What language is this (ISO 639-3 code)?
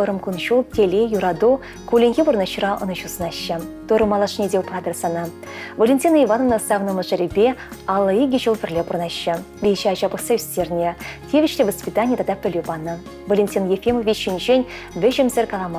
chv